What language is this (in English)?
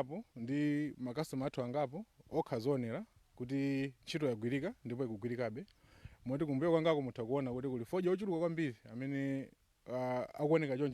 Nyanja